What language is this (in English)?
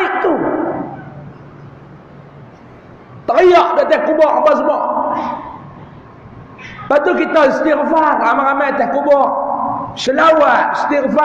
Malay